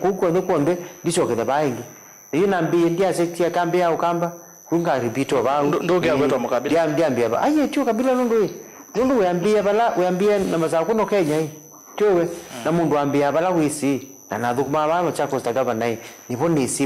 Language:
Kamba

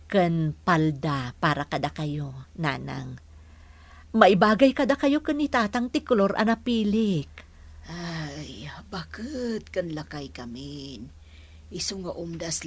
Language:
Iloko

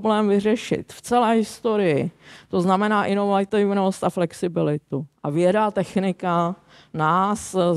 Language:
Czech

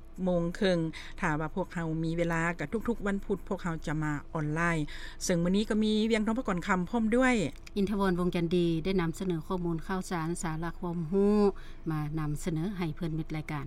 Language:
Lao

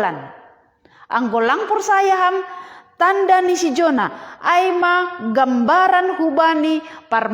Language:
Batak Simalungun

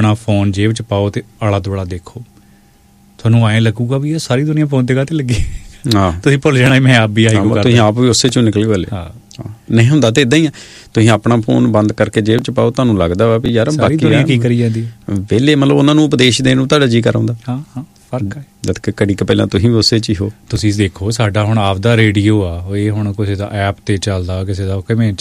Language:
Punjabi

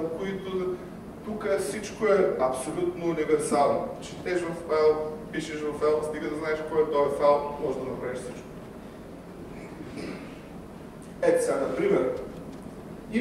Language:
Bulgarian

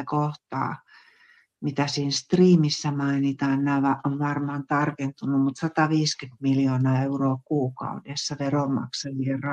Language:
Finnish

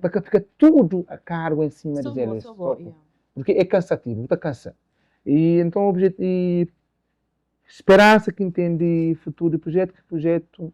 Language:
Kabuverdianu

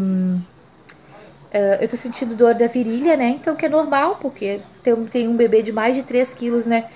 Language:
Portuguese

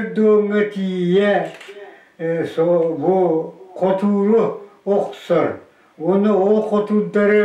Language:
Yakut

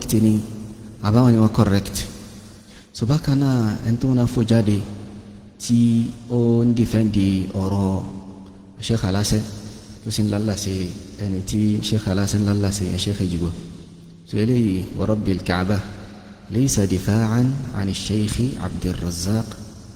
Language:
Yoruba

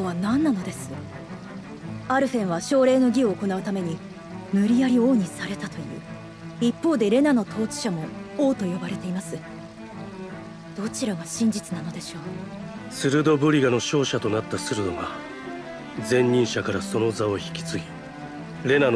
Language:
Japanese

